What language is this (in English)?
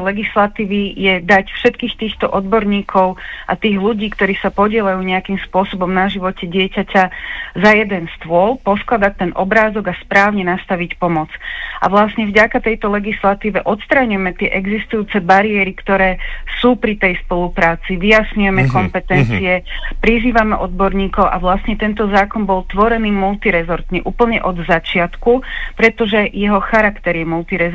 Slovak